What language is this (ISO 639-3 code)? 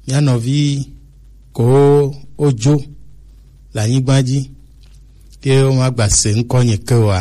gej